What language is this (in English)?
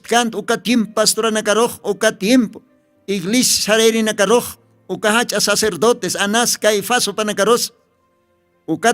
Aymara